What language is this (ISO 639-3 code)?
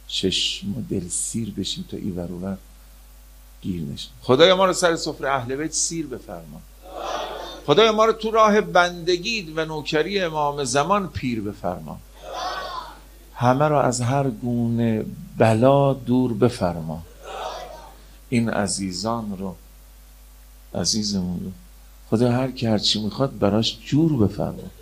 fas